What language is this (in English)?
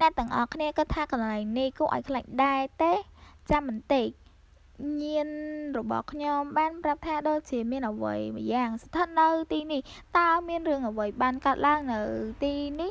Khmer